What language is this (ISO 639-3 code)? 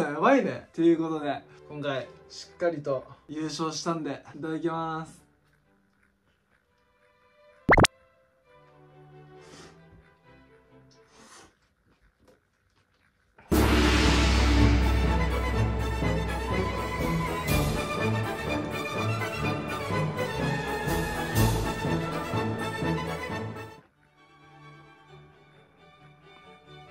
jpn